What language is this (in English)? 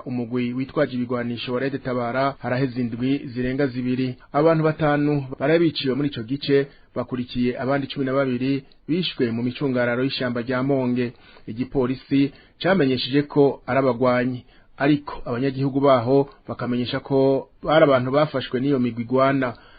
Rundi